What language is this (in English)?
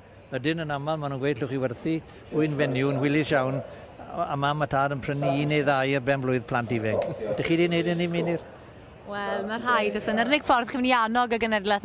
Welsh